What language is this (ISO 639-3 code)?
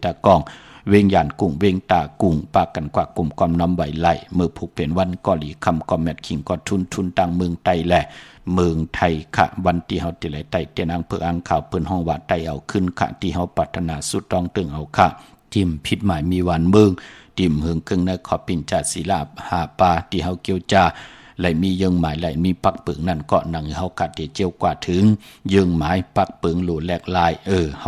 shn